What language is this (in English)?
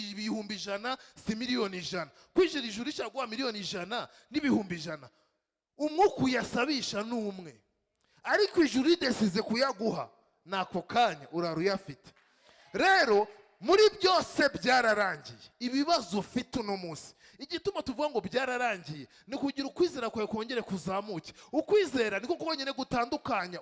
Kinyarwanda